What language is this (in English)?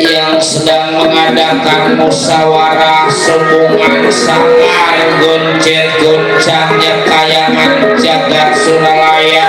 Betawi